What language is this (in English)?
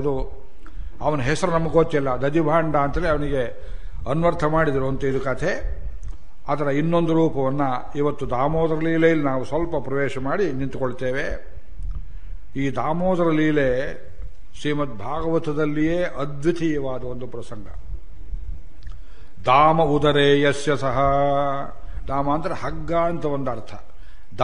Kannada